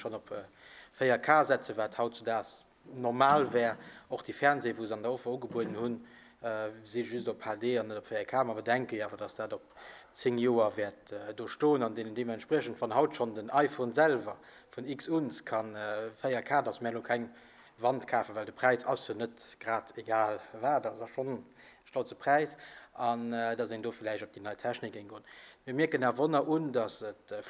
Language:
Luxembourgish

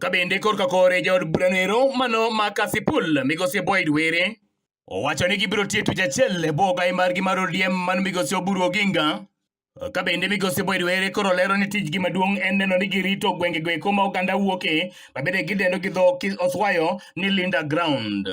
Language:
Luo (Kenya and Tanzania)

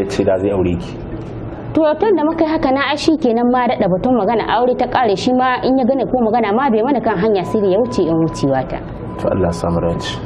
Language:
Hausa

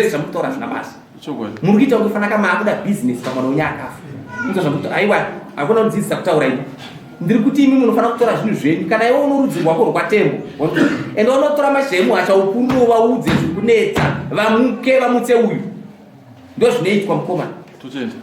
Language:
Shona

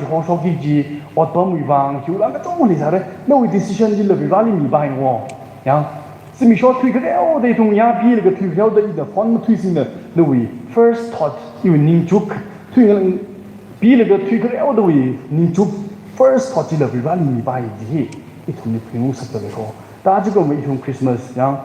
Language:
Tangkhul Naga (India)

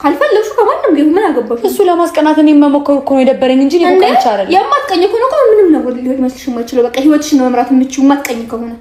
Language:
Amharic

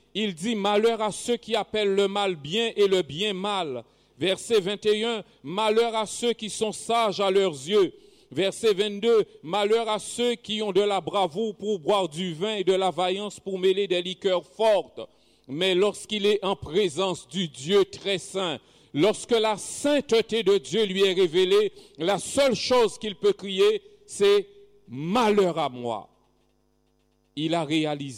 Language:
French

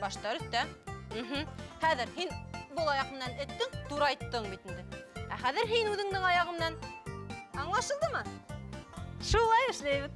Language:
Bashkir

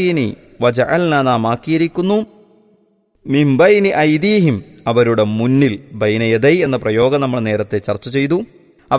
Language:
Malayalam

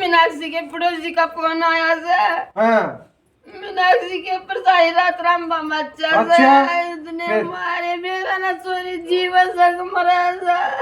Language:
Haryanvi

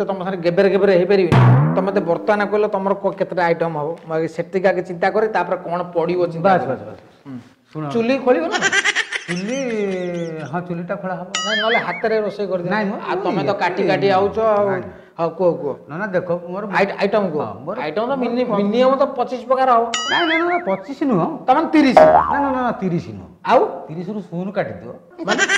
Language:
Odia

